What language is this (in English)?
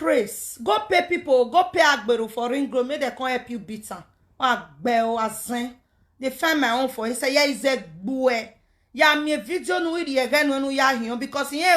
Nigerian Pidgin